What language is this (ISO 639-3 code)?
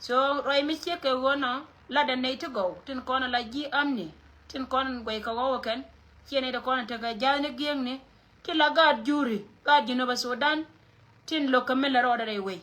nus